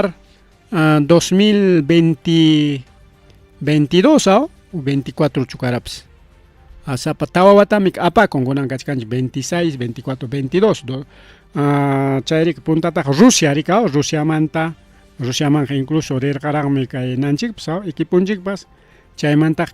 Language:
Ayacucho Quechua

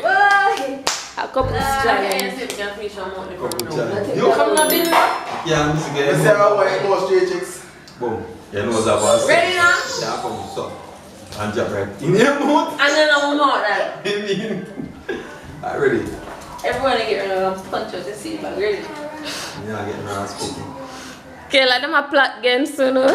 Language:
Jamaican Creole English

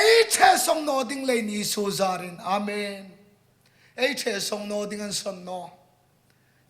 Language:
Hmar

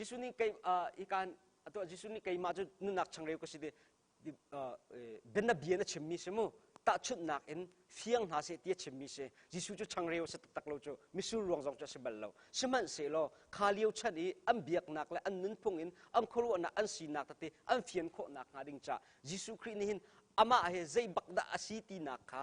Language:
Hakha Chin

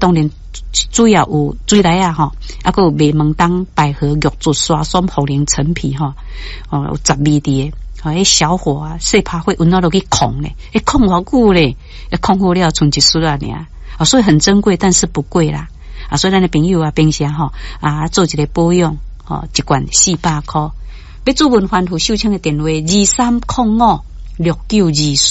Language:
Min Nan Chinese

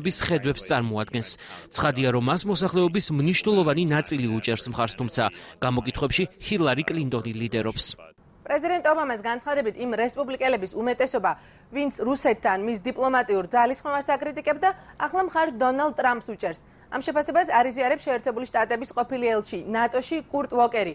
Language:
Georgian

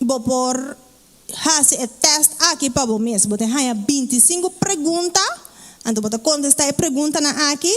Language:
Papiamento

